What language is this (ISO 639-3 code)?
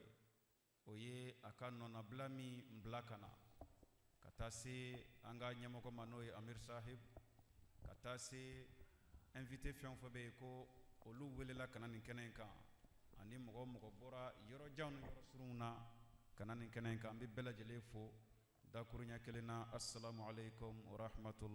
bam